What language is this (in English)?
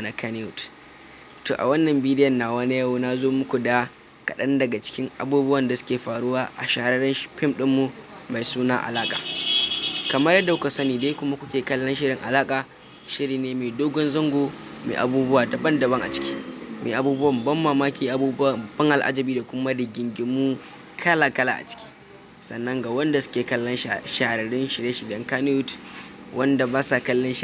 Hausa